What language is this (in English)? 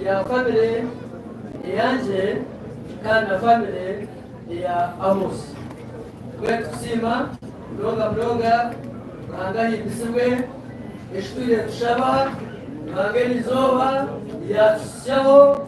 Nyankole